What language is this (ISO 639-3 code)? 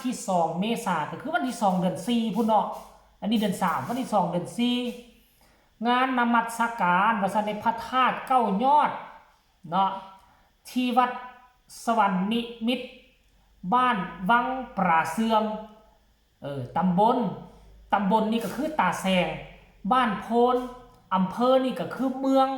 tts